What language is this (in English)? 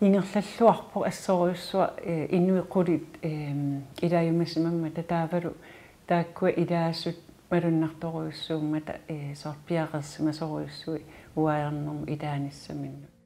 Kalaallisut